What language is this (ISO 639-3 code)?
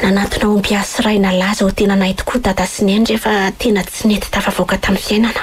mlg